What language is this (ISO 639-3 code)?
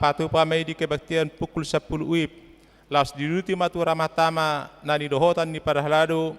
bbc